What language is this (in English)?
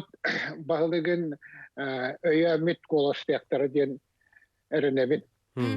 Yakut